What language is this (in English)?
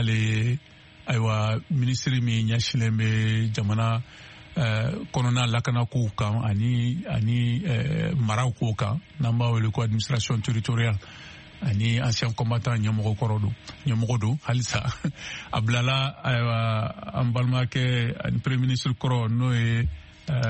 Bambara